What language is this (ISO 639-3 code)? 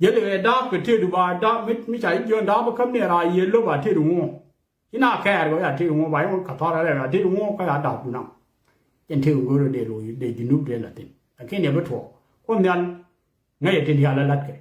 nus